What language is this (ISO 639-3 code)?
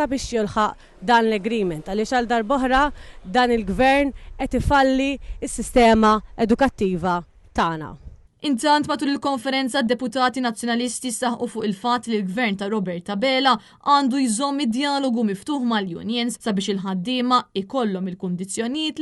mlt